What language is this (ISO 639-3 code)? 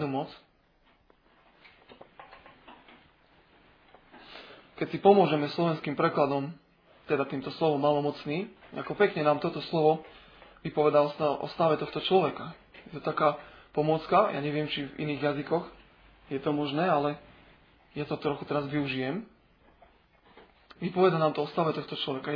slk